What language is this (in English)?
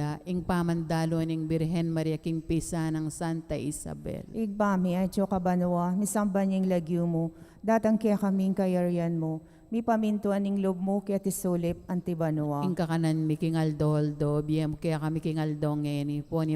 Pampanga